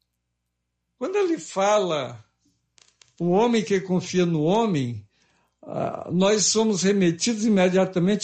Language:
Portuguese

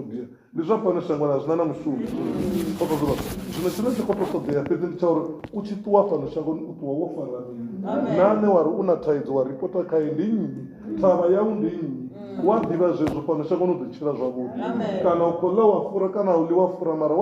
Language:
Venda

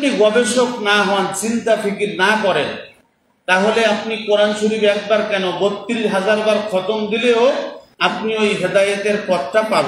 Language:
Bangla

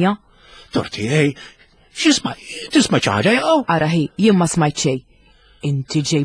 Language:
Maltese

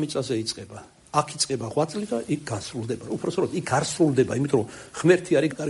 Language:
Georgian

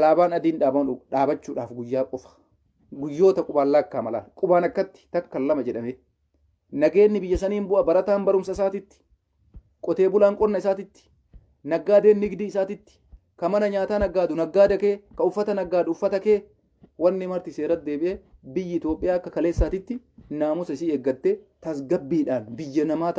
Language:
Oromo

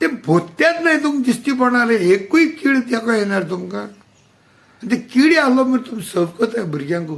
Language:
Konkani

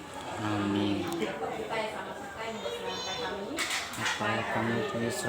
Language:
Iban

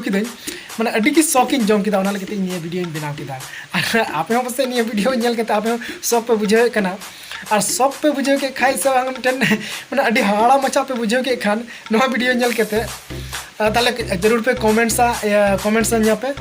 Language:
Santali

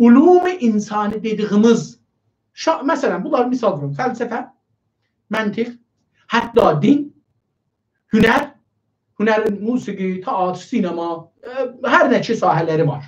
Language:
South Azerbaijani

